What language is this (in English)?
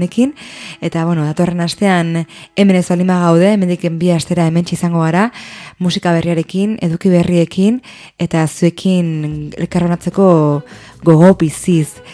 Basque